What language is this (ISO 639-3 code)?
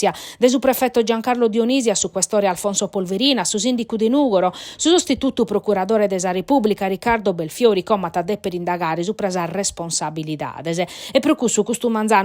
srd